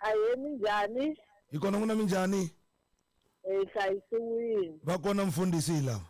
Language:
Tsonga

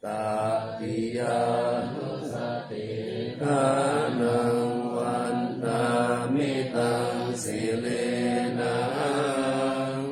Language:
Pali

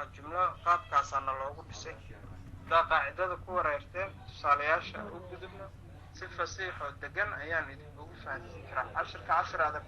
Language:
Somali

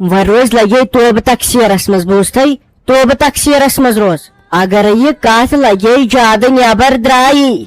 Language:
Kashmiri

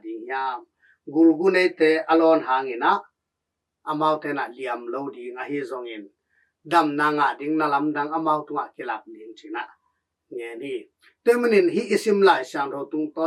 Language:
Tedim Chin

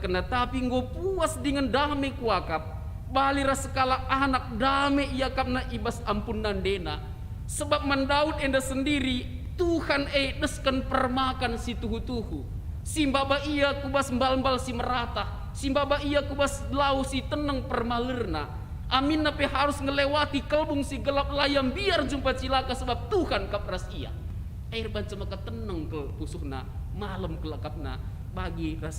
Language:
Batak Karo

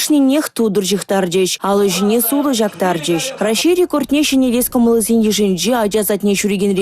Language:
Chuvash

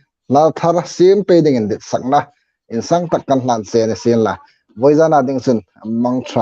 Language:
Hmar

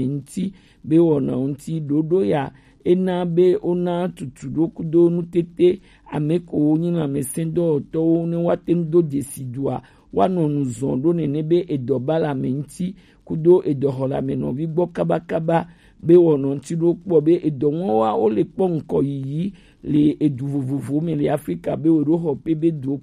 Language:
Gen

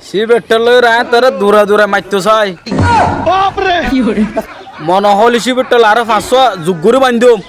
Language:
Rohingya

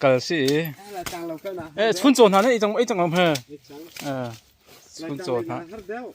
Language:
Hakha Chin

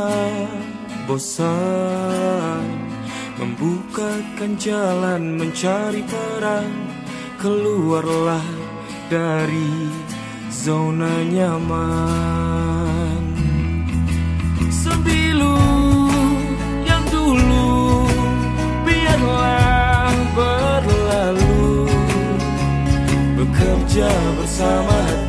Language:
Indonesian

